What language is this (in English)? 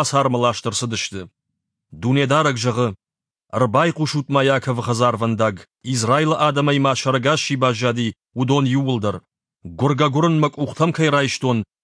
Ossetic